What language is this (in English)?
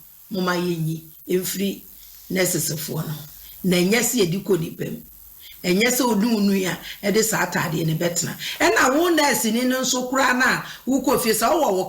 Akan